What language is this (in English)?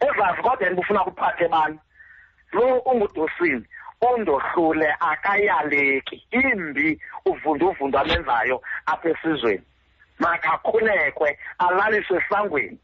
Xhosa